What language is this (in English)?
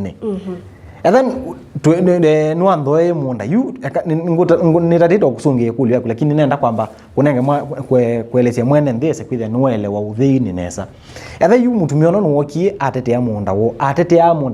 Kamba